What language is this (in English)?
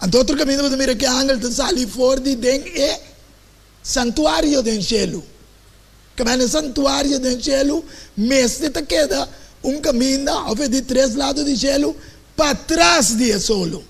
Papiamento